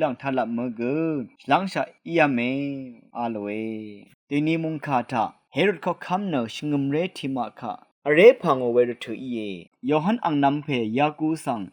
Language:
Rawang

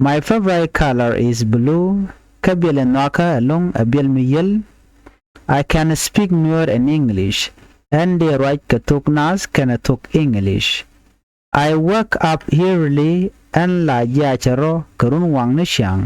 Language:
Nuer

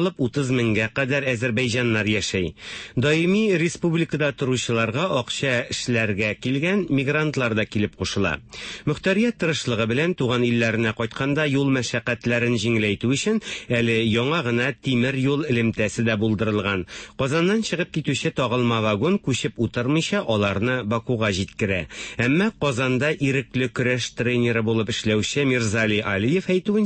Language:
Tatar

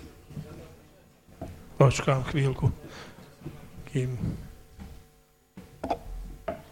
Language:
Slovak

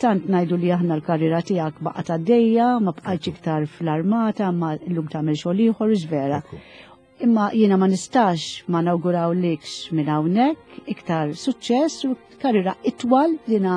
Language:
Maltese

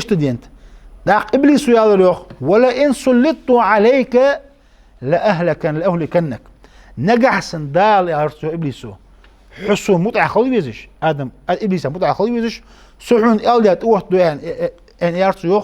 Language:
Ingush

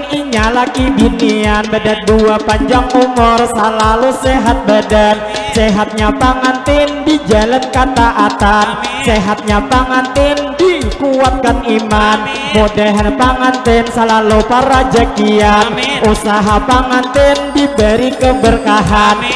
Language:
Banjar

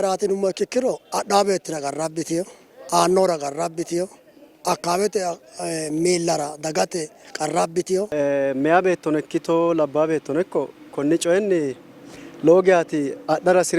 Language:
Sidamo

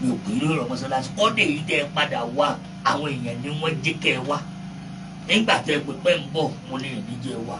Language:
Yoruba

